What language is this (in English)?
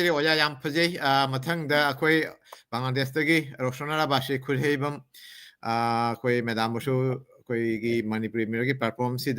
Manipuri